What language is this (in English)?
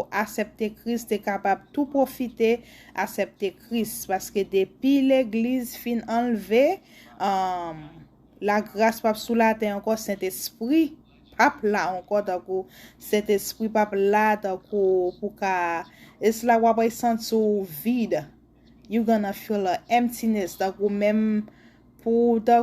Haitian Creole